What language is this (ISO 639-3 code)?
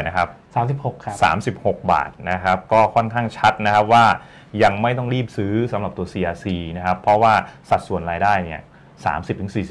tha